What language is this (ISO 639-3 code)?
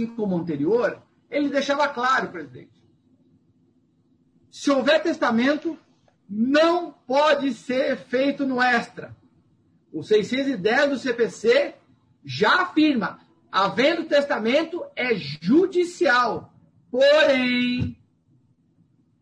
por